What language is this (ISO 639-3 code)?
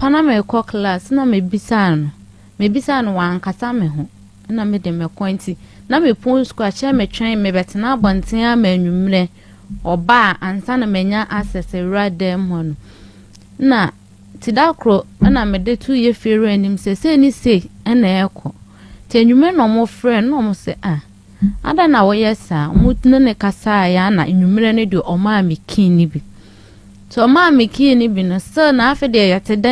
aka